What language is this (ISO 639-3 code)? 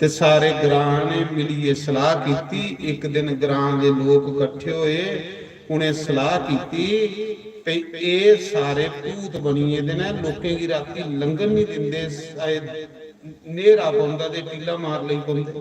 doi